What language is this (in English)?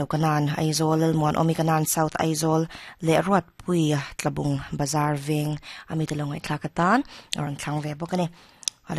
Mizo